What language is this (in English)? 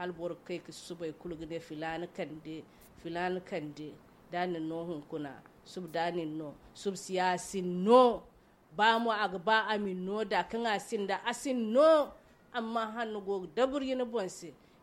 Zarma